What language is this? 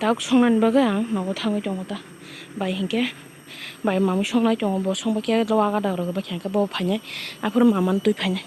Kok Borok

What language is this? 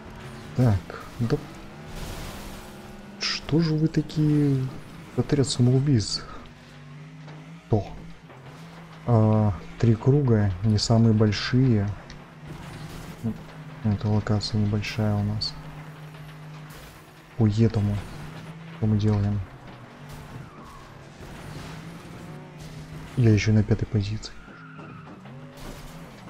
Russian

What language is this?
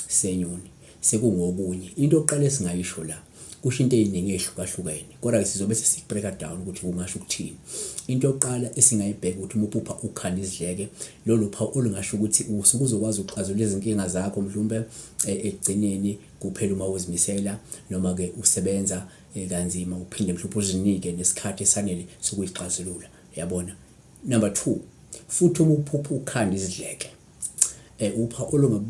Zulu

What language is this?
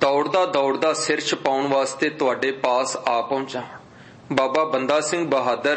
Punjabi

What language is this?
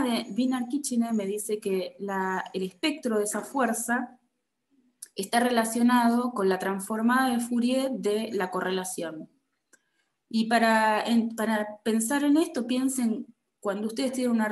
Spanish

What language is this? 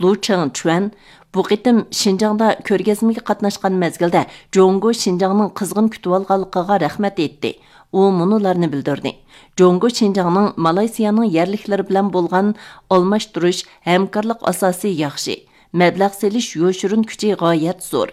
Uyghur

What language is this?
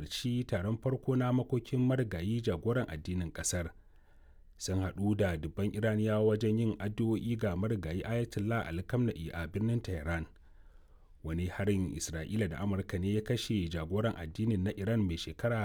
Hausa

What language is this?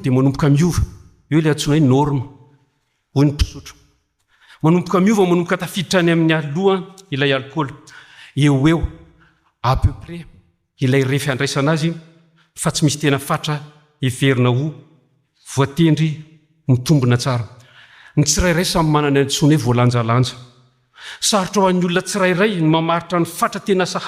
Malagasy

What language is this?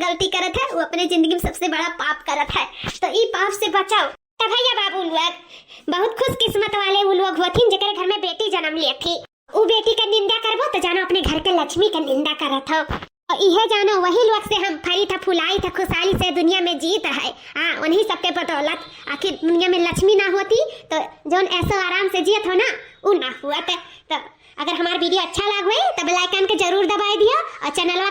Awadhi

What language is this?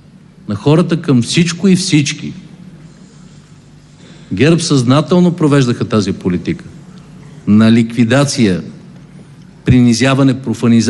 Bulgarian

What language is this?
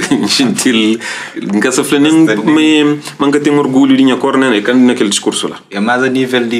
Kabuverdianu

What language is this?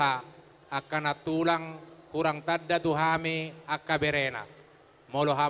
Batak Toba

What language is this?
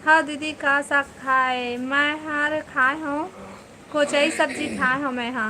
Chhattisgarhi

